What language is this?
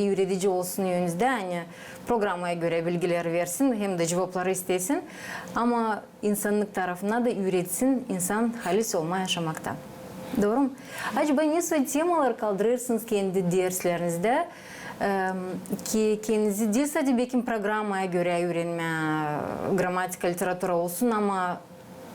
Gagauz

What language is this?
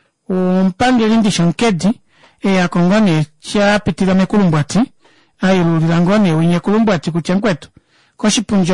Kuanyama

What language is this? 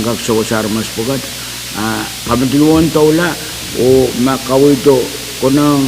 Pohnpeian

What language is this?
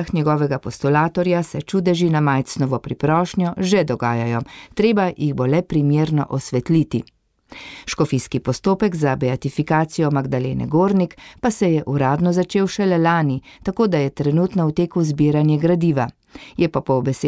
Slovenian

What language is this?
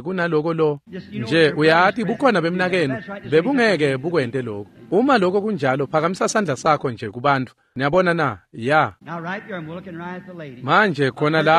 Swati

